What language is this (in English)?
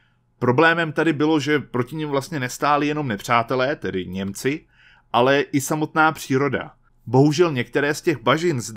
Czech